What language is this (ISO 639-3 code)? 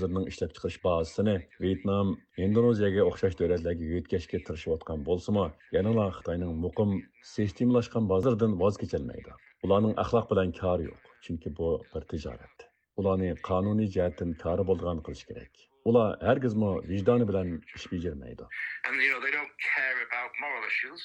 uig